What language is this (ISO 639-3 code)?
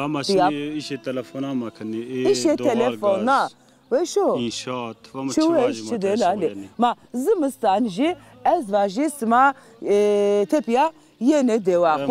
zza